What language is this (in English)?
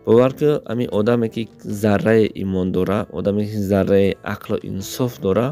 Tajik